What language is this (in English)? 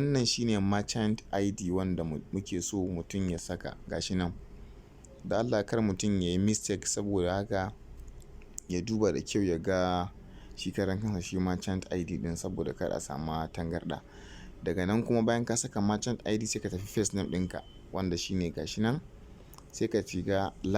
Hausa